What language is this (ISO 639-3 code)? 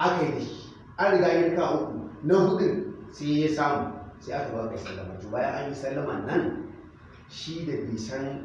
hau